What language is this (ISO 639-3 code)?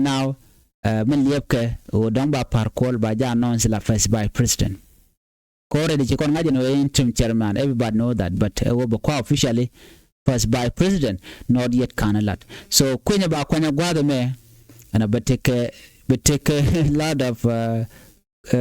nus